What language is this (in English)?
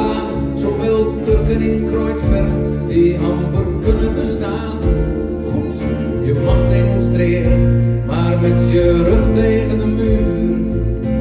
Dutch